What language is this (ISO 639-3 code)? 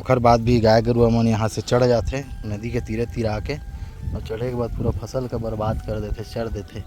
hne